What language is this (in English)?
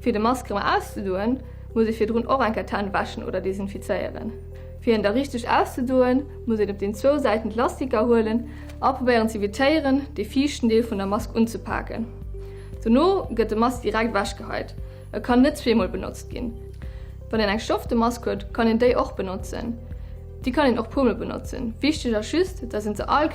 Luxembourgish